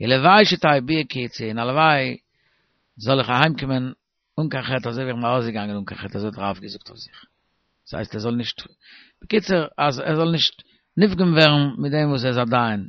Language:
Yiddish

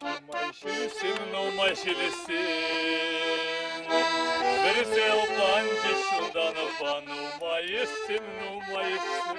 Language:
Chuvash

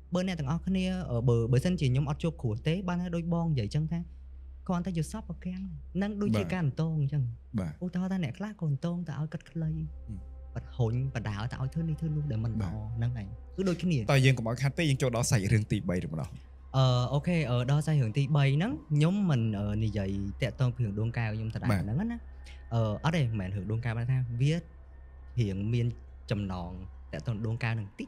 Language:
Khmer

